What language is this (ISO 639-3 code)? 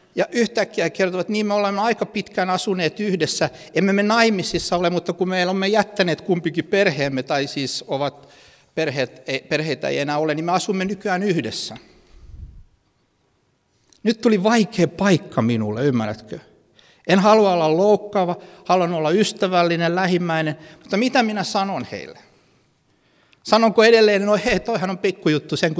fin